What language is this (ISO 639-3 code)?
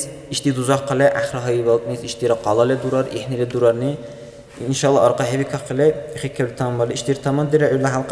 dar